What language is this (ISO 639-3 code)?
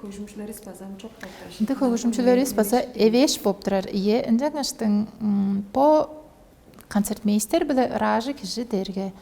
tyv